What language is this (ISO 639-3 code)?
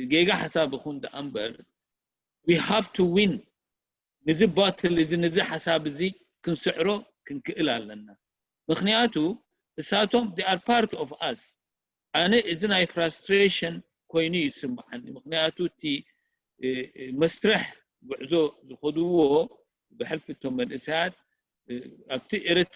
tir